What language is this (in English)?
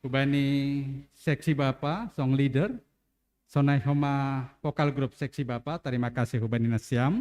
Batak Simalungun